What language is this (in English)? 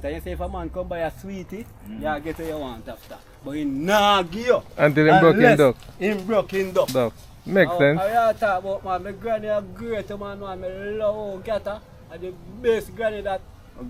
Jamaican Creole English